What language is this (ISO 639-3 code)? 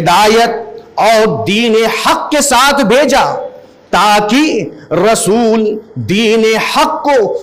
urd